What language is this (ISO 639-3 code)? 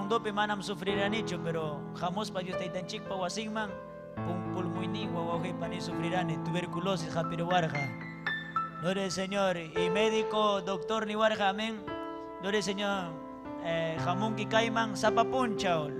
quy